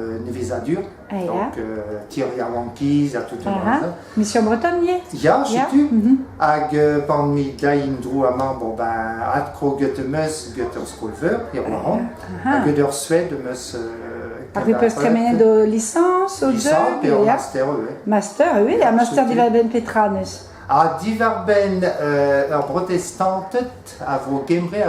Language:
Breton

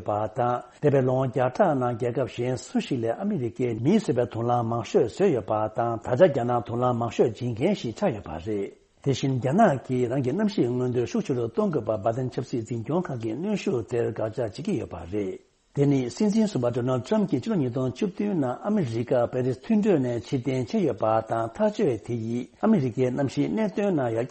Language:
Tibetan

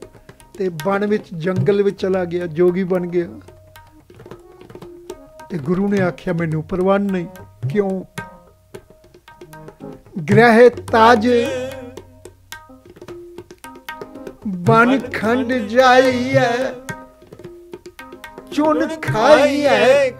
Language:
Punjabi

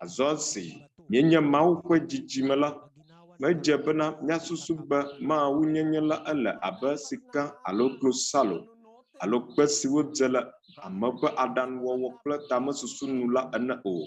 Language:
Ewe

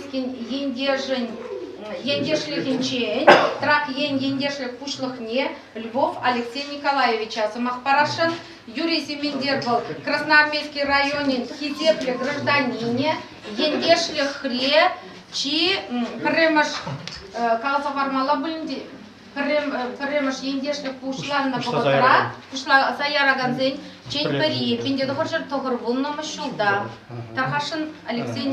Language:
Chuvash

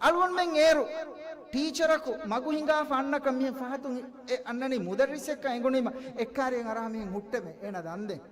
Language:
Divehi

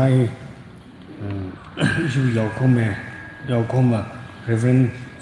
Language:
Tangkhul Naga (India)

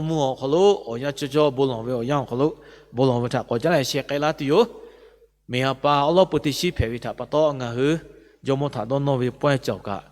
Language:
Lahu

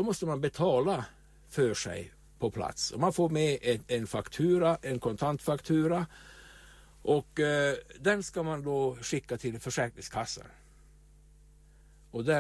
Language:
Swedish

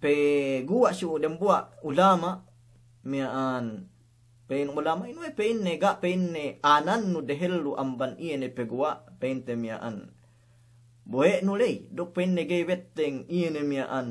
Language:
Yakan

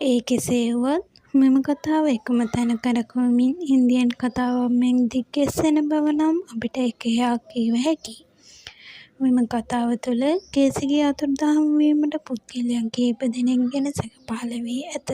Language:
Sinhala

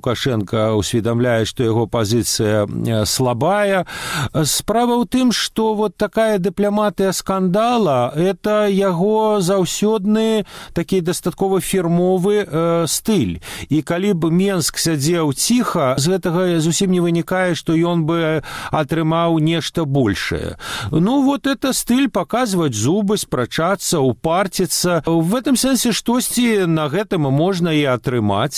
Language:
Belarusian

